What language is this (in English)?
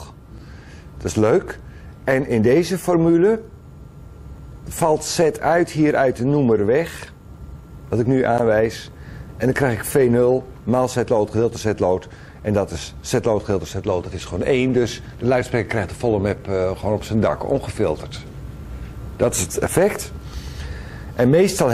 Dutch